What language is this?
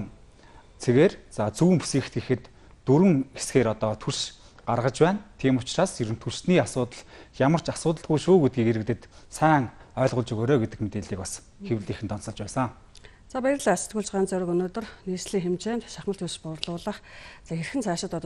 Mongolian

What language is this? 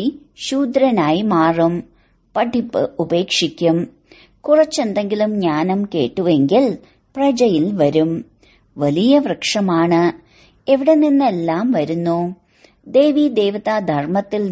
Malayalam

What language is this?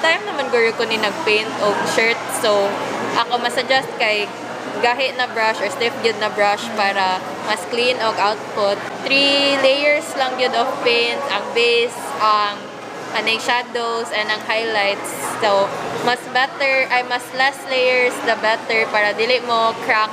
Cebuano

